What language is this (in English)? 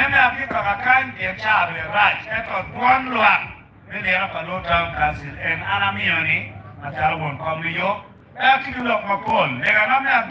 Acoli